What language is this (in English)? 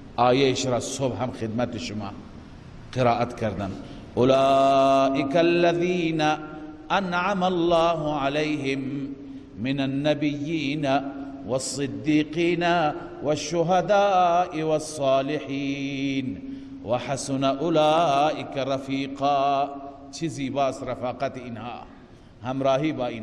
Persian